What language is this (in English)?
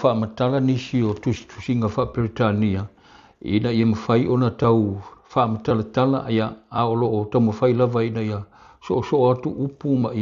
Samoan